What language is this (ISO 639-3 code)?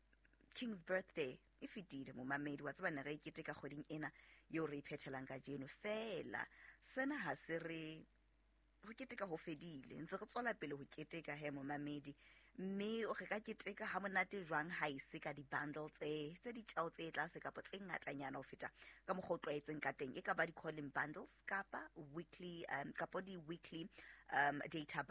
sot